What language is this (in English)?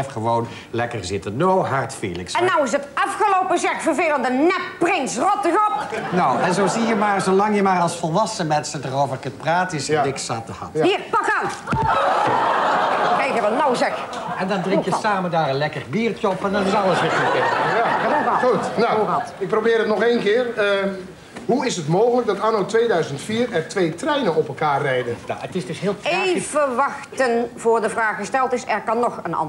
Dutch